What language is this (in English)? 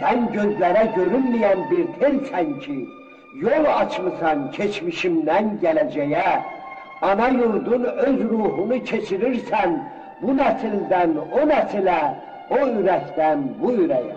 South Azerbaijani